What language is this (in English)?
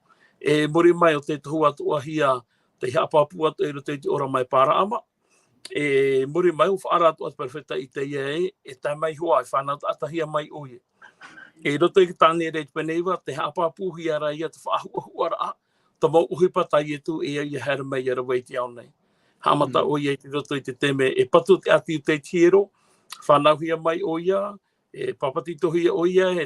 Tahitian